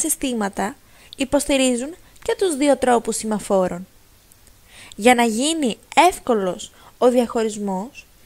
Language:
Greek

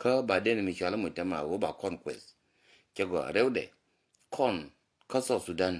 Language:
Nuer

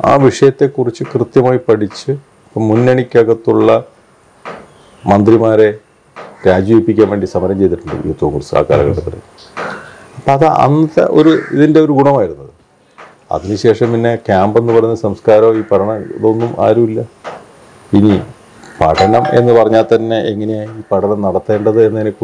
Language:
Malayalam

